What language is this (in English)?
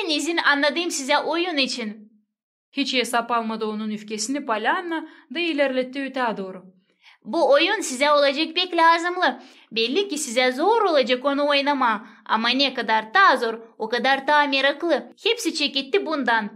Gagauz